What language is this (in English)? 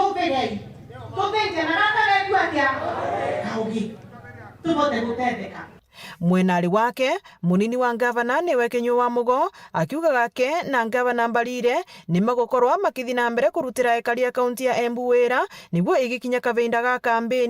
Meru